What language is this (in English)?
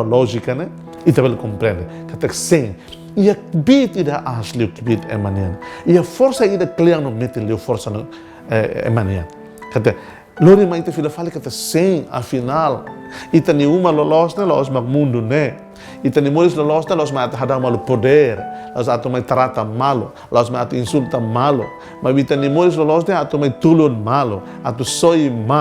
Tetum